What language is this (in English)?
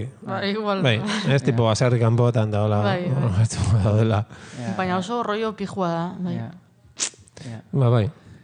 Basque